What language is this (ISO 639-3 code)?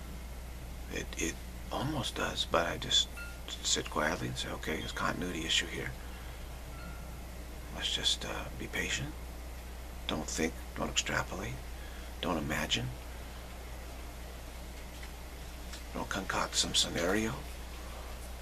eng